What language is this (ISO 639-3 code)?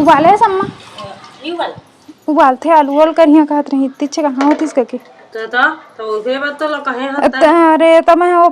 hne